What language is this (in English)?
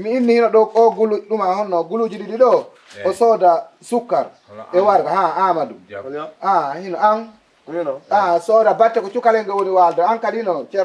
Fula